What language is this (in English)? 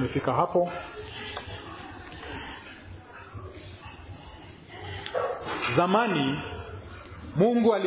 Swahili